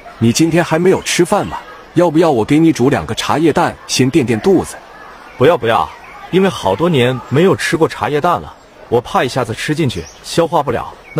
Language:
Chinese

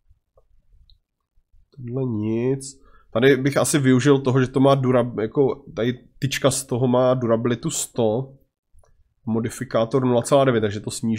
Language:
Czech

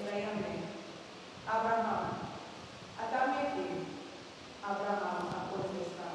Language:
Papiamento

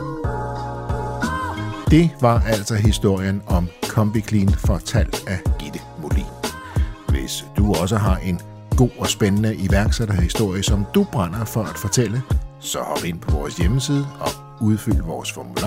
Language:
Danish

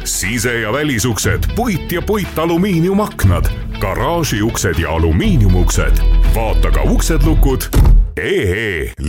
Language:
Estonian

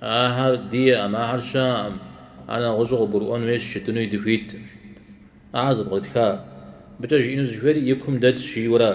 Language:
Kabardian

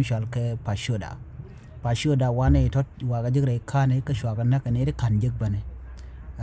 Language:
Nuer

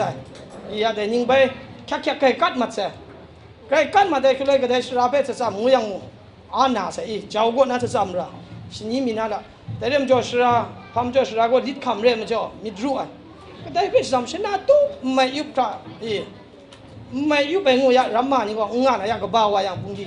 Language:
Kachin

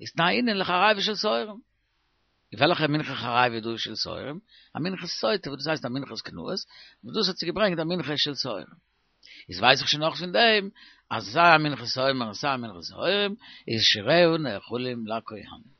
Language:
Yiddish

